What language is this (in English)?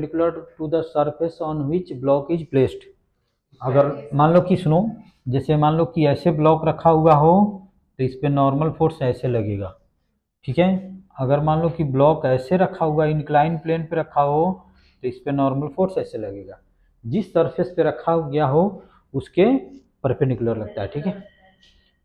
Hindi